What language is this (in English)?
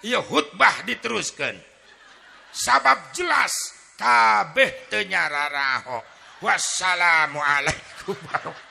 Sundanese